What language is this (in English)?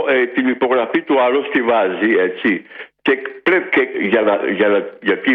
Greek